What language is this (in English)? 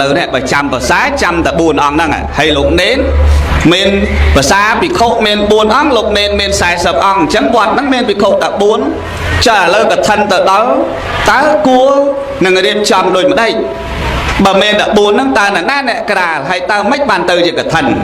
Khmer